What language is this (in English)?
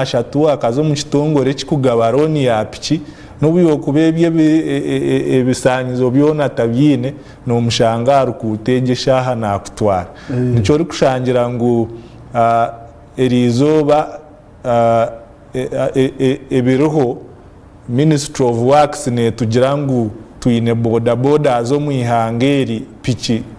Nyankole